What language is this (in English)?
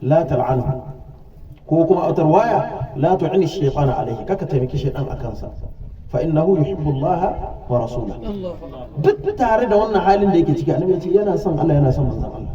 Hausa